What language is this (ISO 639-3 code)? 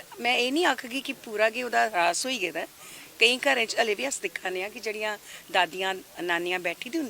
doi